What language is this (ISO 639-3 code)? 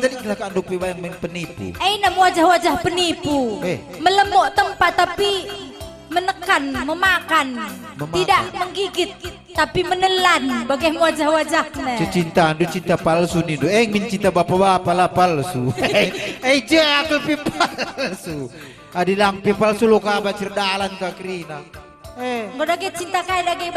btx